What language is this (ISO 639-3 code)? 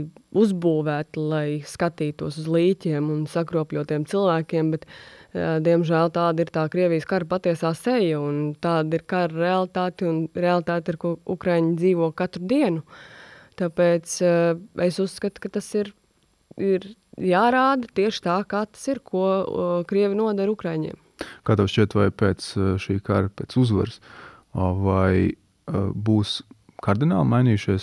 lav